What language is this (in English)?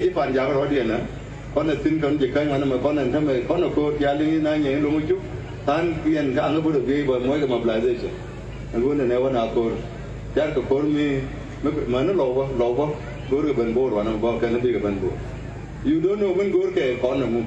Nuer